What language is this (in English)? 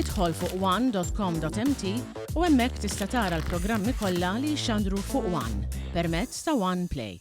Maltese